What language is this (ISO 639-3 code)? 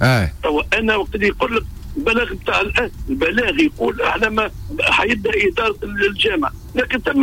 aeb